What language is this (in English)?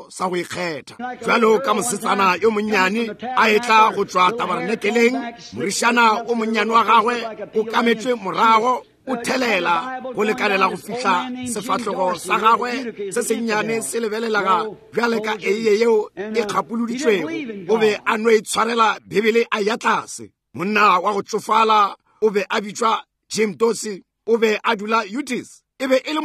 Northern Sotho